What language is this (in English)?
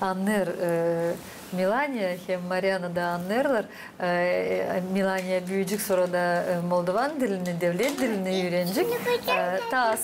Gagauz